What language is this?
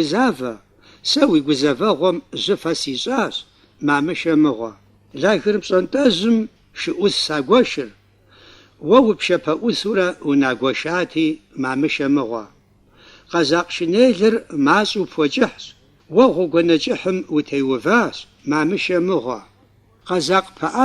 Kabardian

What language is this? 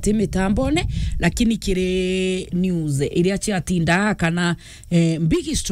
Meru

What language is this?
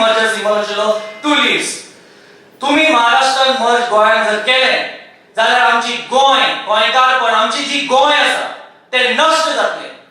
Konkani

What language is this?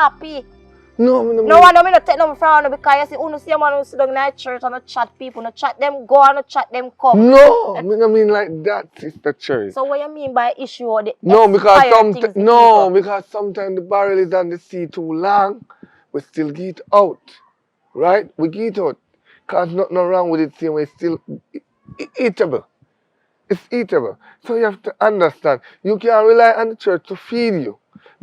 Jamaican Creole English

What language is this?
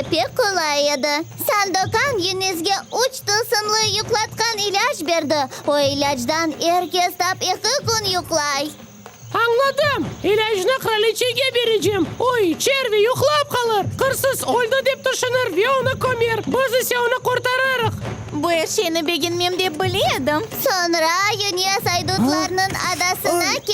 Crimean Tatar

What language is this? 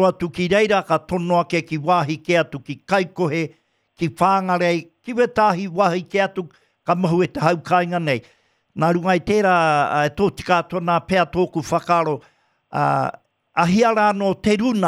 Māori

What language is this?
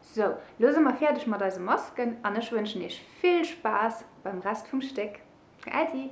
Luxembourgish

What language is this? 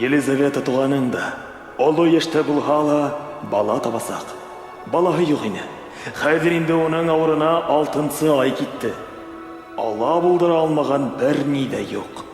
Bashkir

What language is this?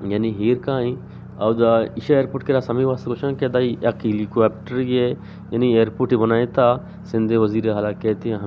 Eastern Balochi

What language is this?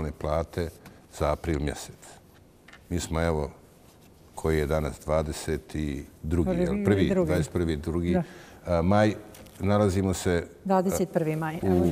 Bosnian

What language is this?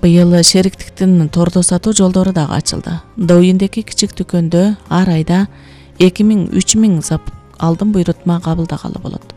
Kyrgyz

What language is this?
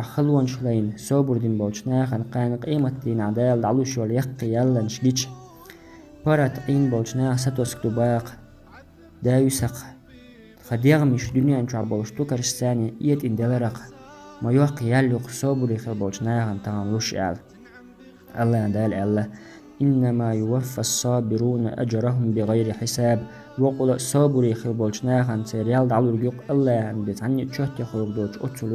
Chechen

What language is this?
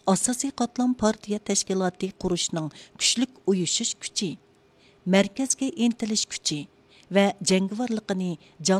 Uyghur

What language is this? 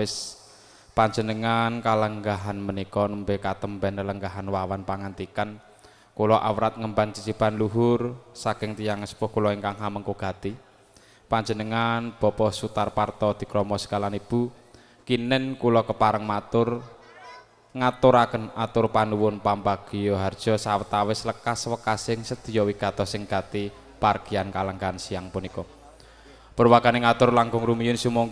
Javanese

